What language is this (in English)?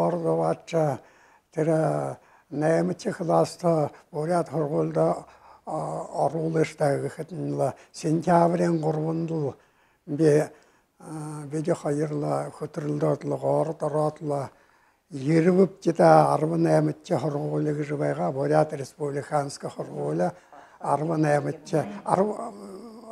Buriat